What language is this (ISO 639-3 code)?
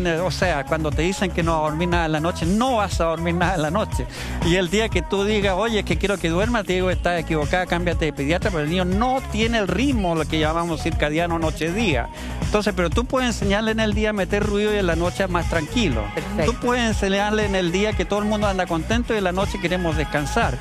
spa